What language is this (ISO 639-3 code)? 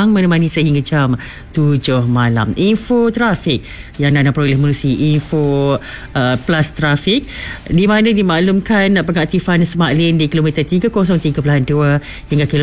msa